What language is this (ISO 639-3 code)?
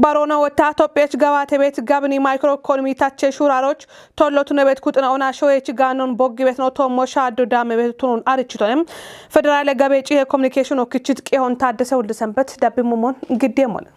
kbr